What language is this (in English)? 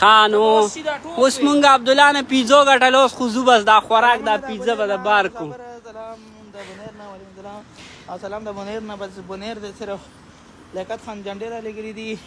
Pashto